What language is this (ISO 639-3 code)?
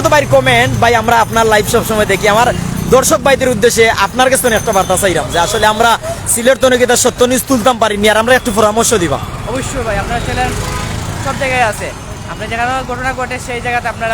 syl